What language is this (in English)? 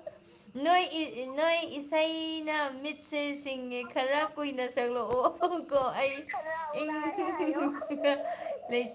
Manipuri